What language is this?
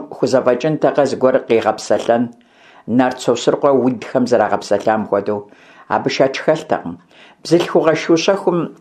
Kabardian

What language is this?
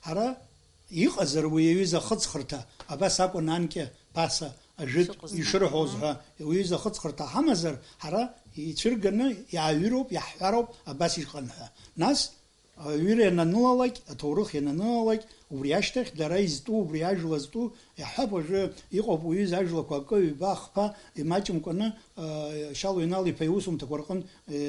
Abkhazian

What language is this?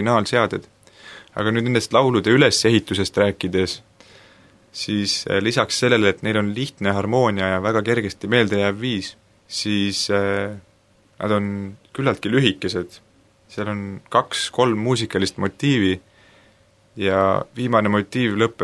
Estonian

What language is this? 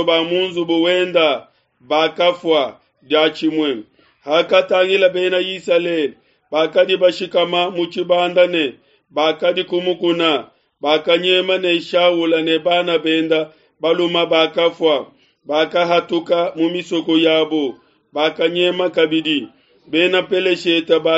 Luba-Lulua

